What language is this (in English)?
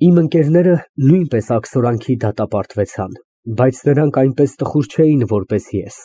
Armenian